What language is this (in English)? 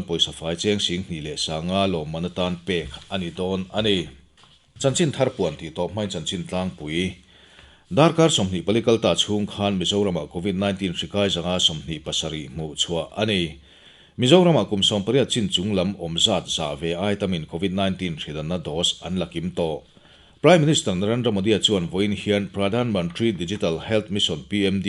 Mizo